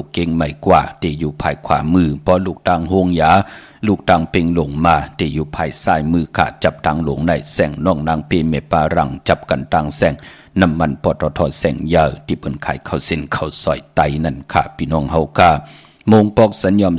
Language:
Shan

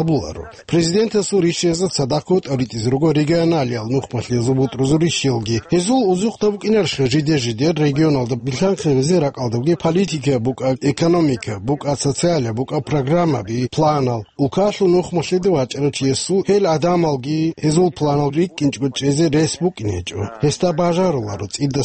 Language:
Avaric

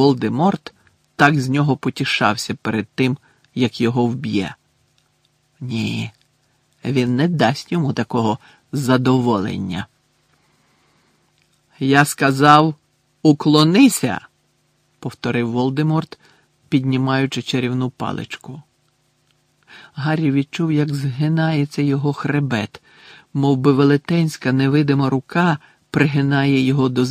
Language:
Ukrainian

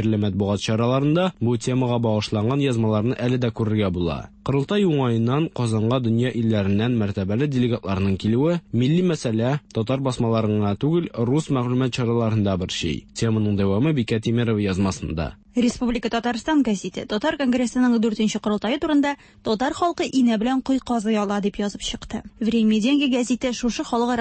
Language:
Tatar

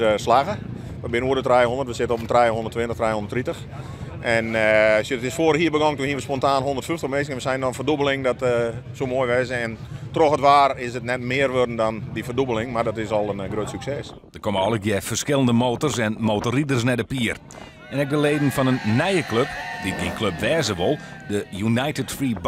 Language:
Western Frisian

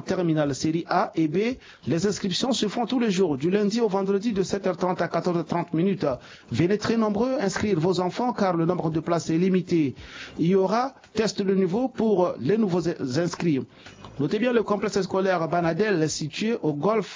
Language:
French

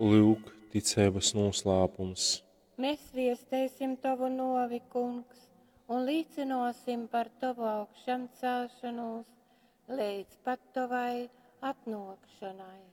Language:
Latgalian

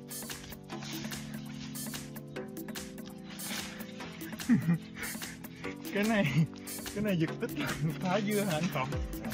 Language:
Vietnamese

